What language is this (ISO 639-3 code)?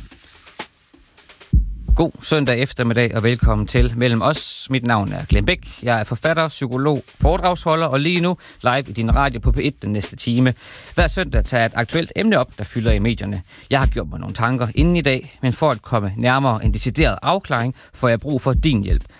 dan